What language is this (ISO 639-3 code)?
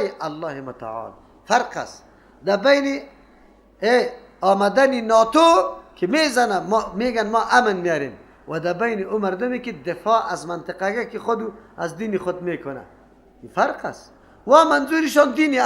fas